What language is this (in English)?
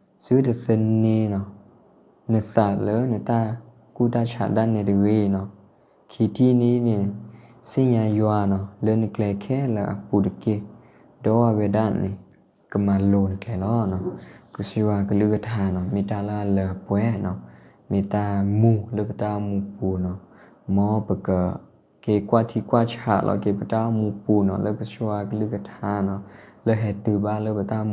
S'gaw Karen